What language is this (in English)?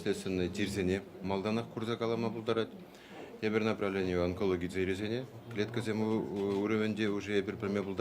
Chuvash